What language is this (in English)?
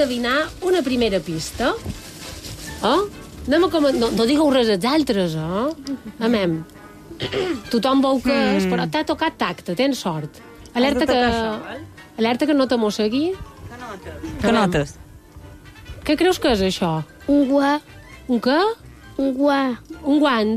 Catalan